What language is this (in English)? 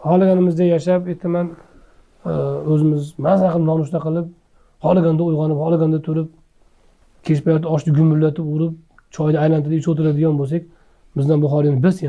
Uzbek